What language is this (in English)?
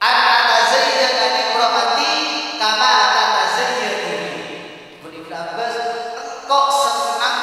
Madurese